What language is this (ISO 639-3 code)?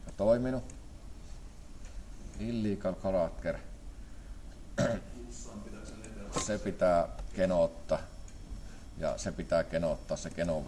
fin